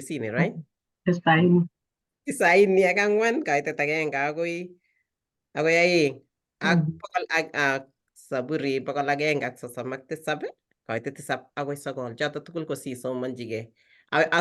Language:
Kalenjin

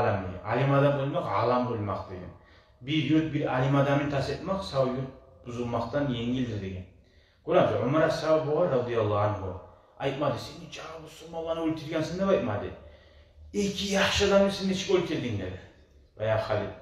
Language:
Kumyk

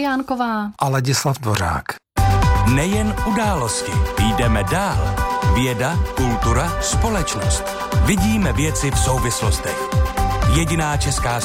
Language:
Czech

